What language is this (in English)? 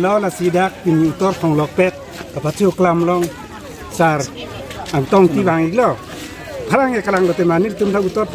Karbi